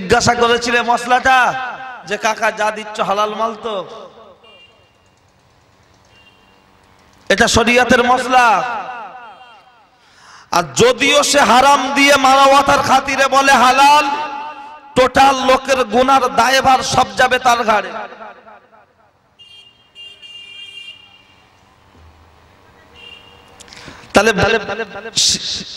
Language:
Bangla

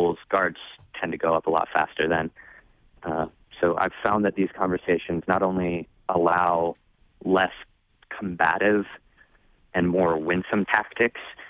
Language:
English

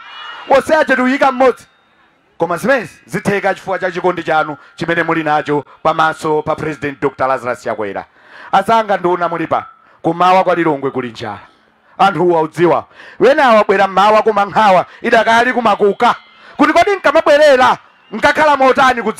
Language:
Nyanja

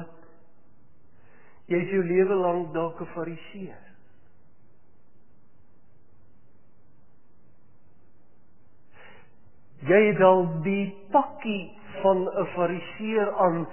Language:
Afrikaans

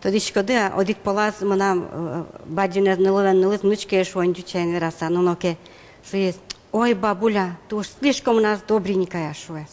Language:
Udmurt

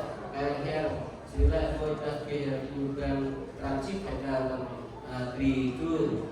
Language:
Central Mnong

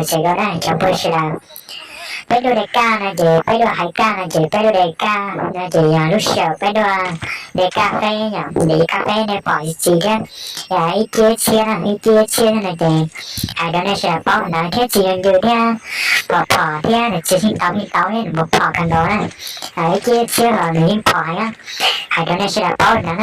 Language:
Hmong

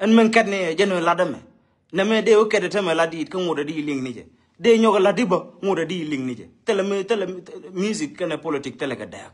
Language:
Nuer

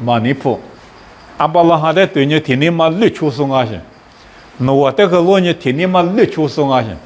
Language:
Lisu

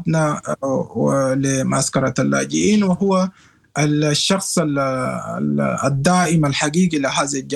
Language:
Sudanese Arabic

